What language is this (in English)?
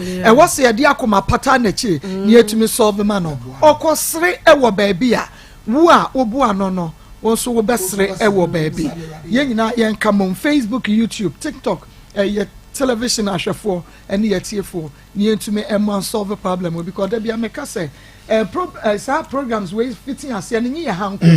Akan